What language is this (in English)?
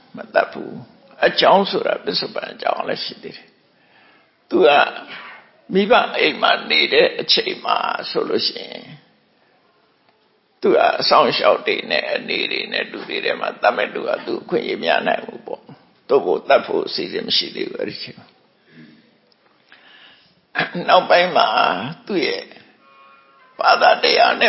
Burmese